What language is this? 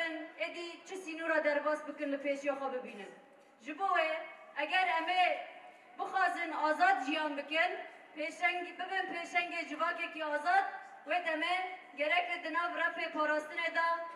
Kurdish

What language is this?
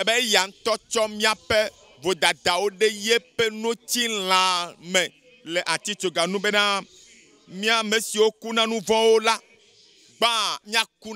Ewe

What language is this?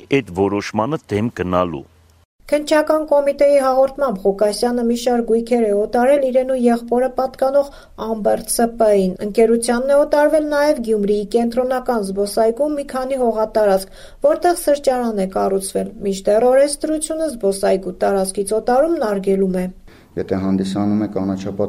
Armenian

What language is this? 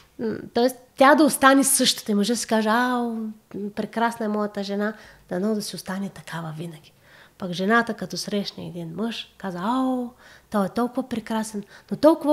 Bulgarian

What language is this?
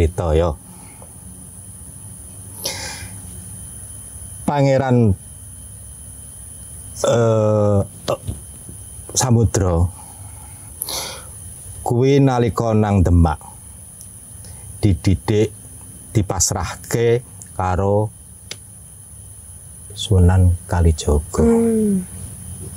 Javanese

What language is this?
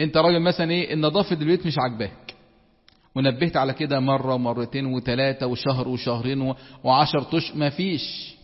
Egyptian Arabic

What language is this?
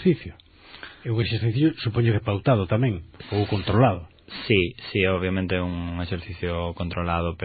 Galician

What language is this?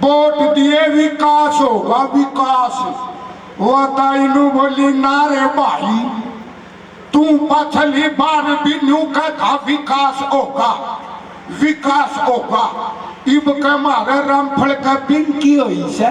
Haryanvi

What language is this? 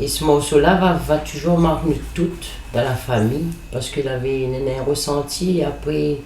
Réunion Creole French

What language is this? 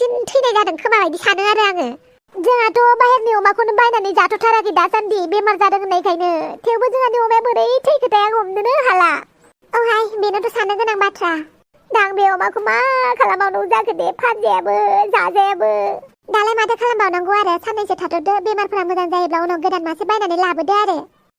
Bodo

